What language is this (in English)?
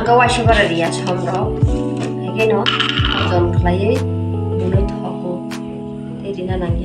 Kok Borok